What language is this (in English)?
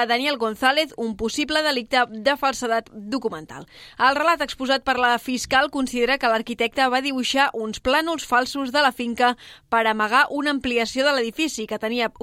Catalan